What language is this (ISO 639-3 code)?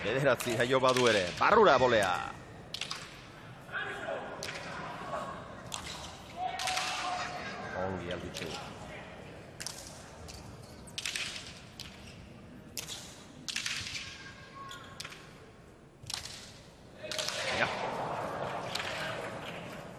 eus